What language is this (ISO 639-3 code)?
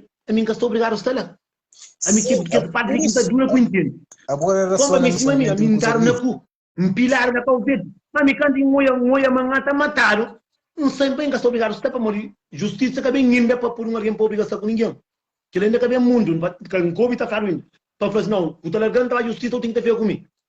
kea